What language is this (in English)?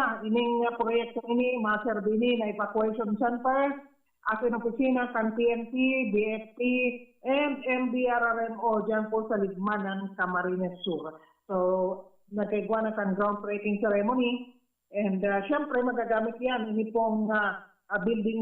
Bikol